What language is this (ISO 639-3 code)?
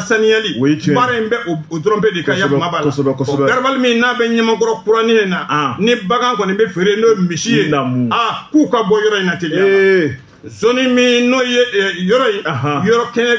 bam